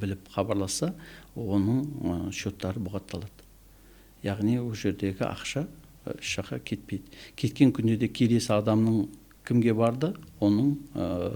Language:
Kazakh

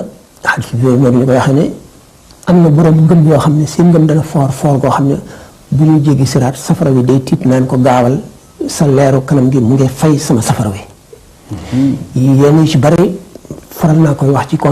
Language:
Wolof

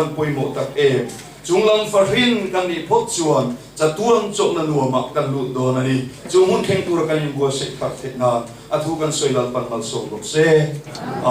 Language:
Mizo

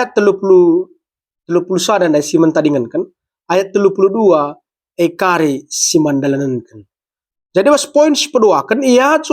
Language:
Batak Karo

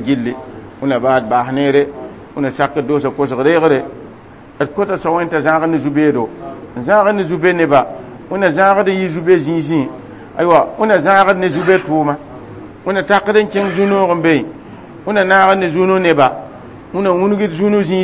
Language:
Mossi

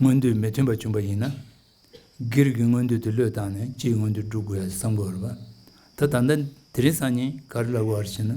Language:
Tibetan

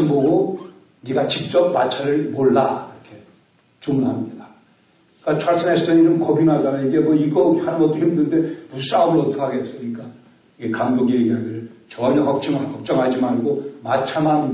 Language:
Korean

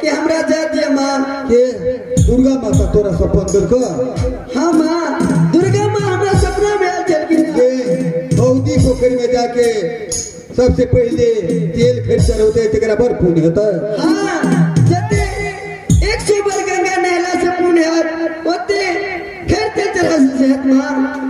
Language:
Maithili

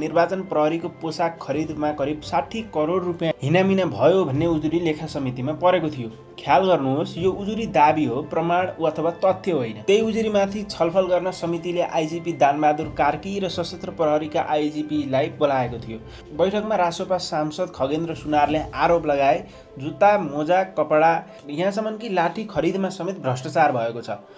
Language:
Nepali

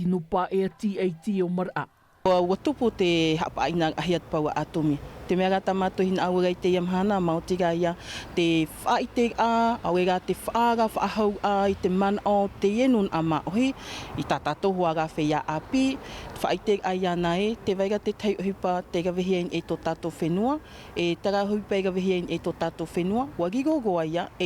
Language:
Tahitian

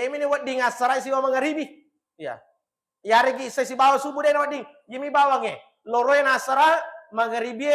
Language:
Buginese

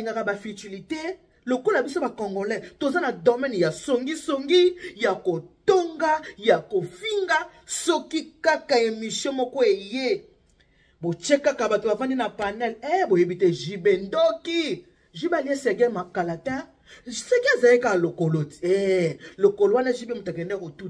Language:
Lingala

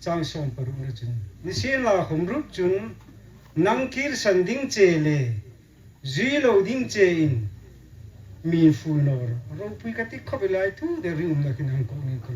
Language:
Hmar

